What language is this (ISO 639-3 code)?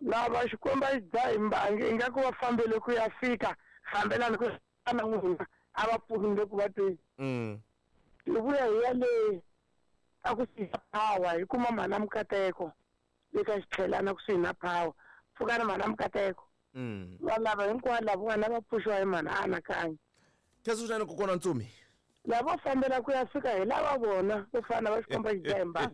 tso